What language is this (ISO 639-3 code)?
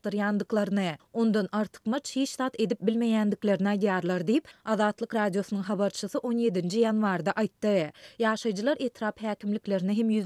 tuk